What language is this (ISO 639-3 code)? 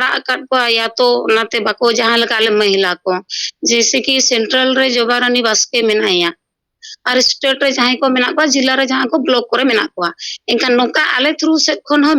sat